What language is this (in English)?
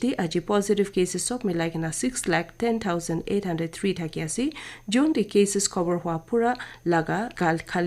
Naga Pidgin